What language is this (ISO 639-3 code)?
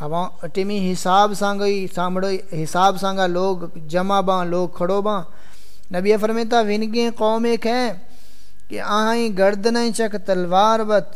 skr